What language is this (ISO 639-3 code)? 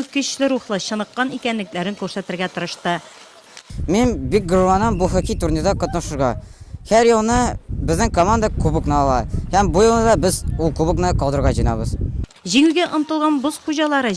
tat